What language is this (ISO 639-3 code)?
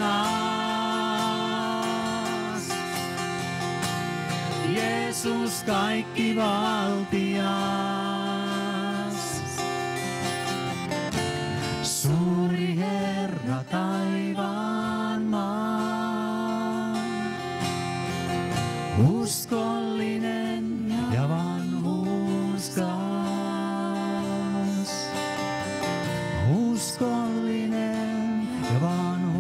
fin